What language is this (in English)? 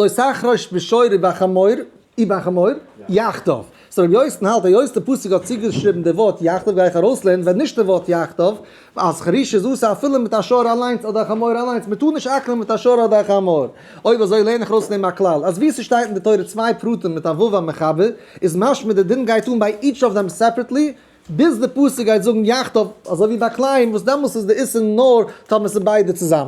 Yiddish